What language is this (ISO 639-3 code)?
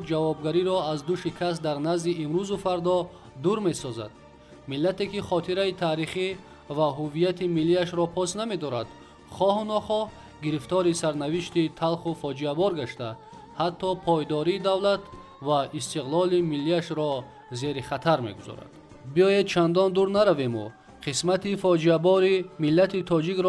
tgk